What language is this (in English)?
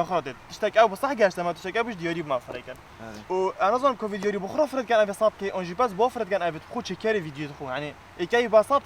Kurdish